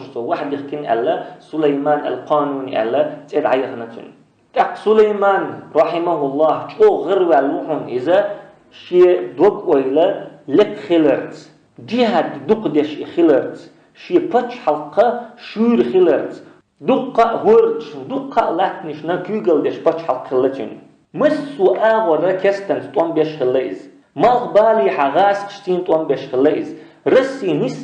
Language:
Chechen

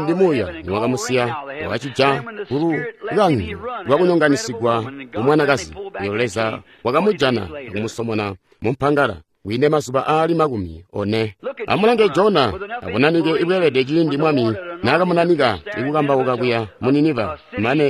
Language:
Tonga (Zambia)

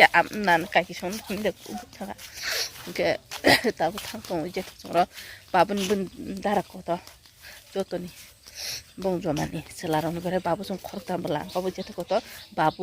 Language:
Kok Borok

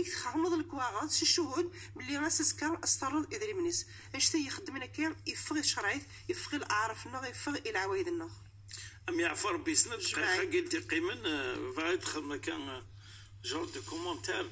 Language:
Moroccan Arabic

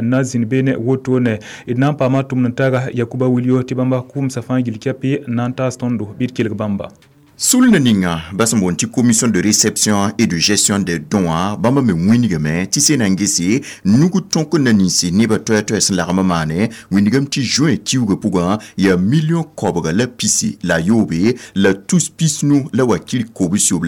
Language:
Mossi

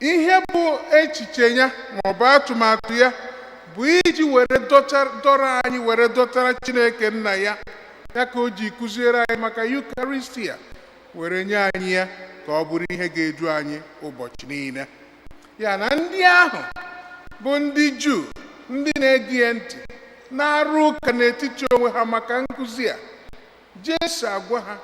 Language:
Igbo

